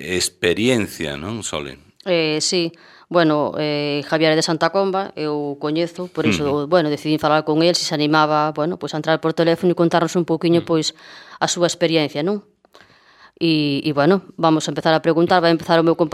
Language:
Galician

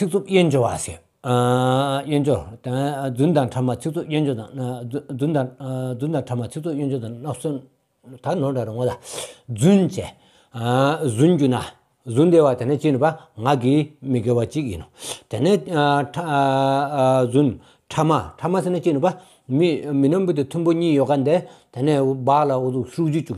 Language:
Stod Bhoti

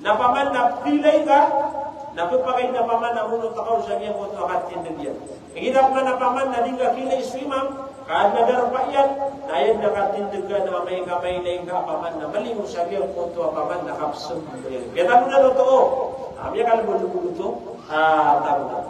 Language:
Maranao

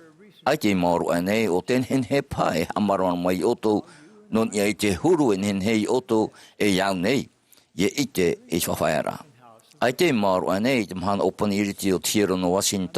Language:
Tahitian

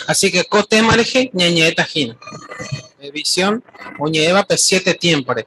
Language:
Guarani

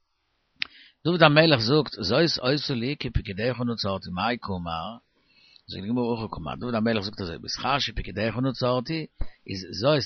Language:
Yiddish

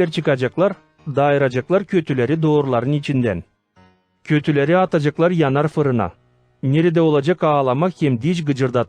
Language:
Gagauz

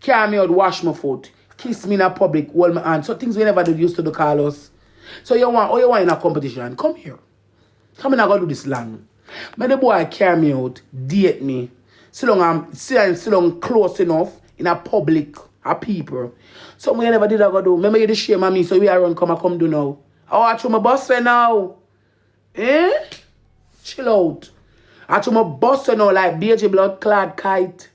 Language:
Jamaican Creole English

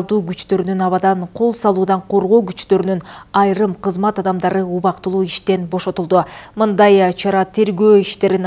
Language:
Kyrgyz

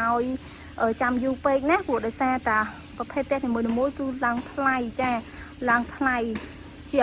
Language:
Khmer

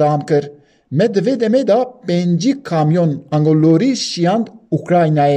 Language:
Kurdish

